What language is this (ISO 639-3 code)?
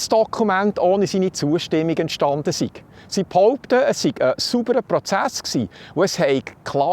gsw